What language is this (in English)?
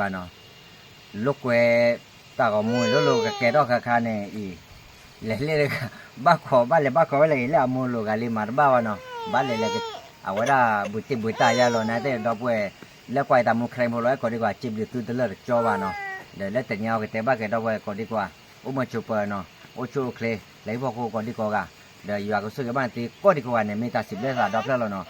S'gaw Karen